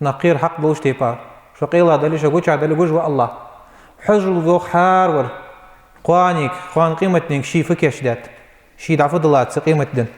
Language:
Ingush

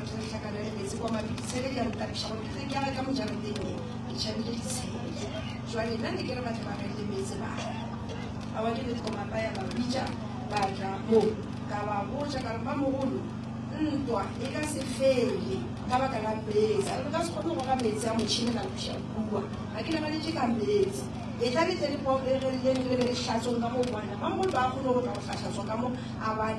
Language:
Northern Sotho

